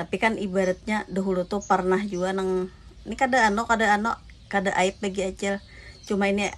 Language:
Banjar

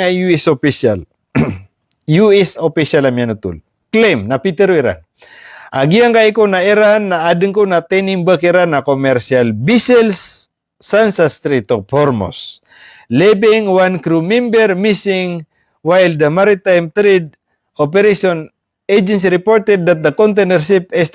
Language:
Maranao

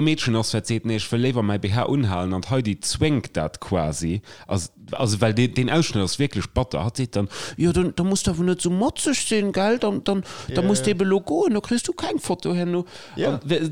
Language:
Luxembourgish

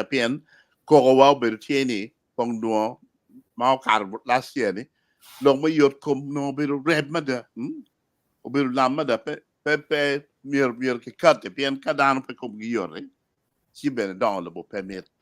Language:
Acoli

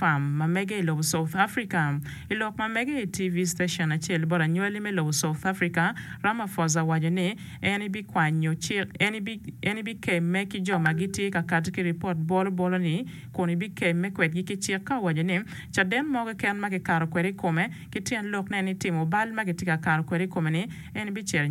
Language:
Acoli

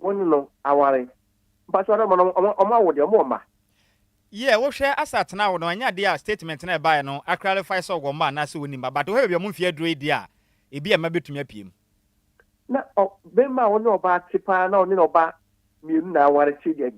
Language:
Akan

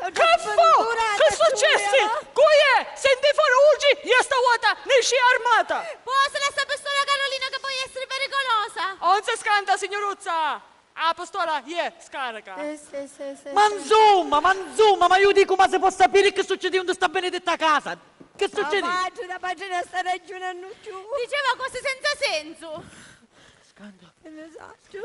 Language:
Sicilian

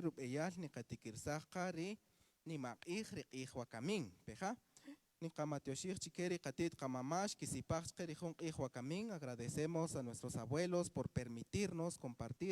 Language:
Kaqchikel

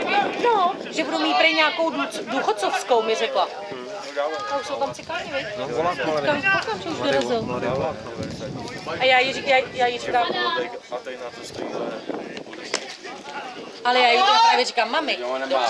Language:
Czech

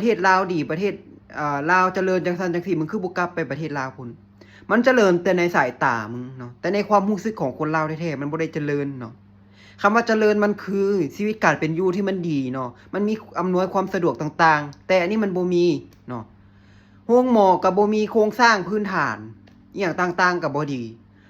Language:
Lao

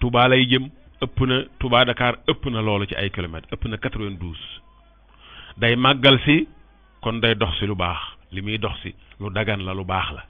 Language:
Wolof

